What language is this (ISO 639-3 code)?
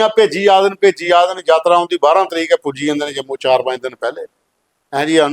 doi